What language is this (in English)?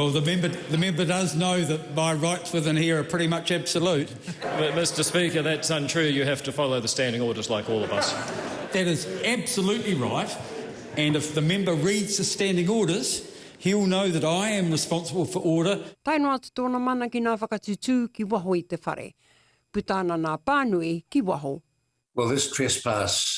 Māori